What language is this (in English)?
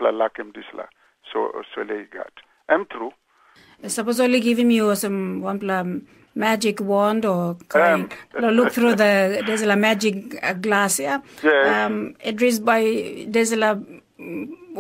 Tok Pisin